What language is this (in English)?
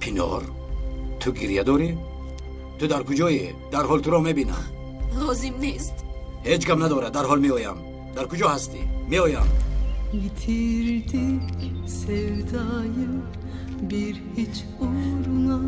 Tajik